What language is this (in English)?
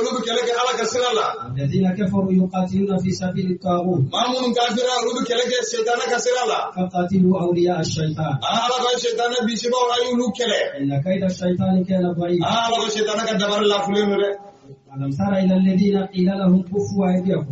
Bambara